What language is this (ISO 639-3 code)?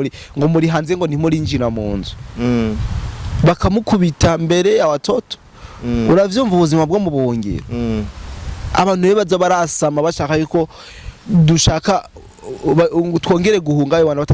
run